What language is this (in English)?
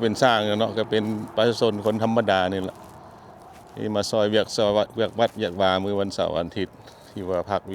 Lao